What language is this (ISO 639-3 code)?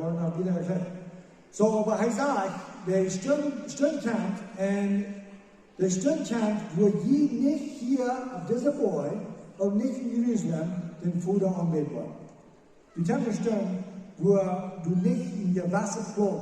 pdt